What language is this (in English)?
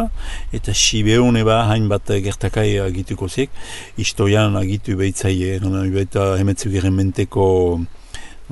Basque